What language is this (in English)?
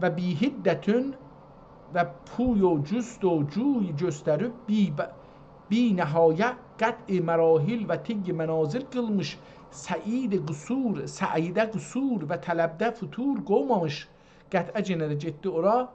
South Azerbaijani